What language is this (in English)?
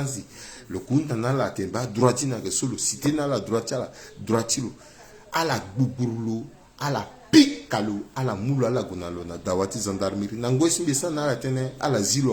Sango